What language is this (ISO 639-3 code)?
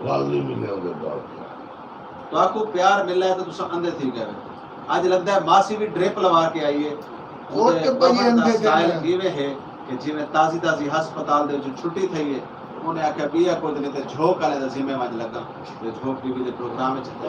skr